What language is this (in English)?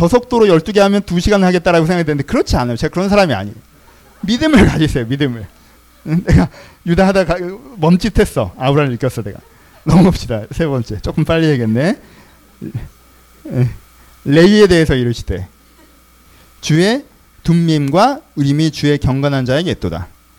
Korean